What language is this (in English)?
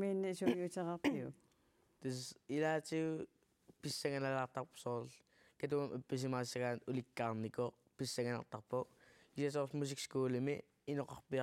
Kalaallisut